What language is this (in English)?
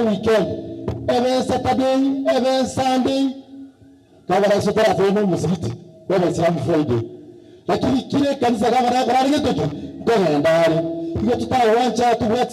Gusii